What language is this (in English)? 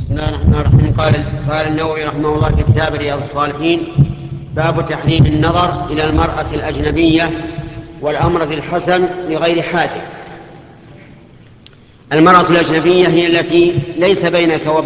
Arabic